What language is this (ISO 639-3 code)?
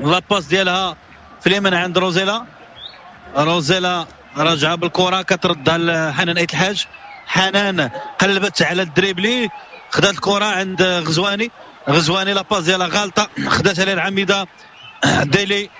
ary